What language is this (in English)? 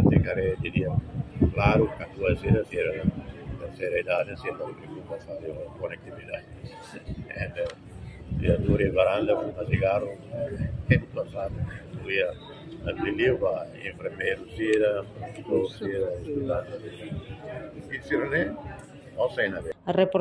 Tetum